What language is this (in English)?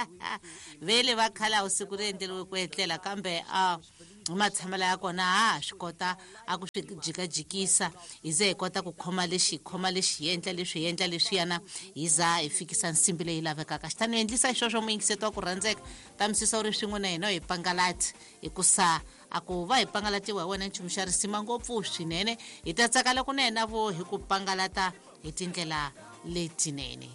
Tsonga